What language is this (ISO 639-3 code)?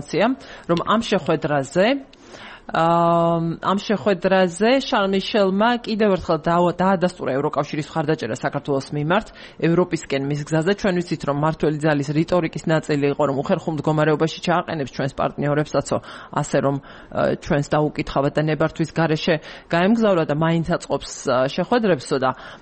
kat